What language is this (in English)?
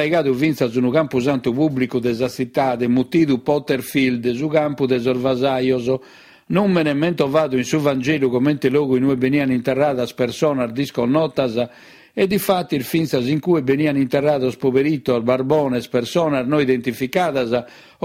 Sardinian